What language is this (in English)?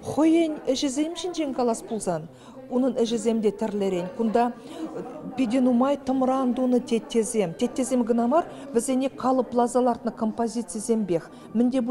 Chuvash